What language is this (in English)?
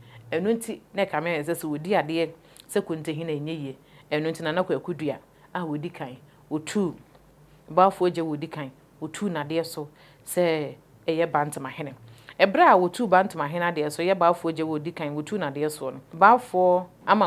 Akan